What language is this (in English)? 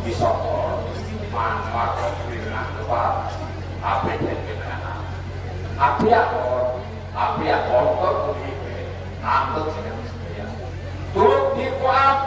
Santali